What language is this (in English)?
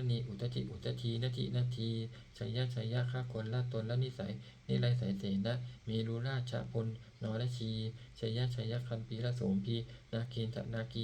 Pali